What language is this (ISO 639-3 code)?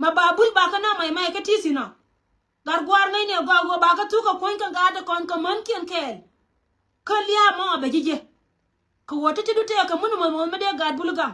nus